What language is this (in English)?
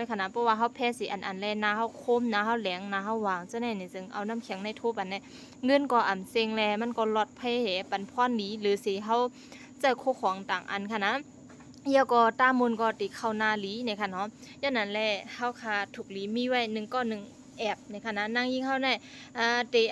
Shan